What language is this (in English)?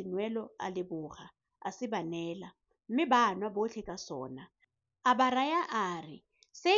Tswana